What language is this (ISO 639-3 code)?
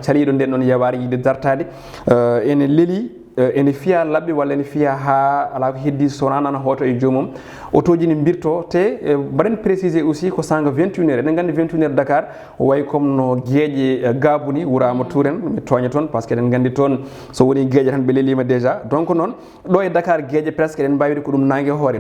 ful